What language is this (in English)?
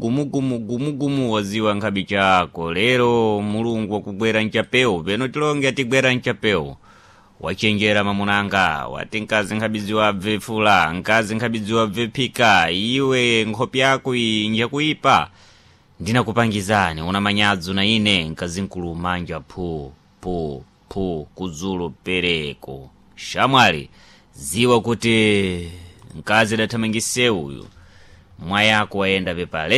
Sena